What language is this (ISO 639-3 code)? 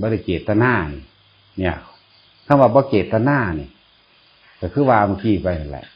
tts